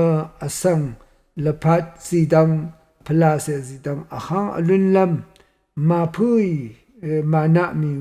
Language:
Rawang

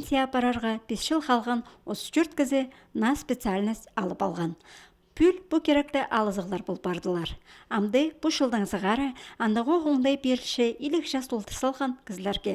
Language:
Khakas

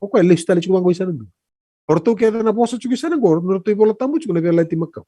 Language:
Fijian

